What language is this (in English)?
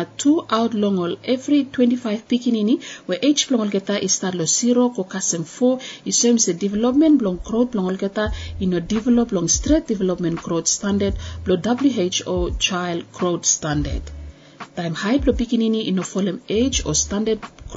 Bislama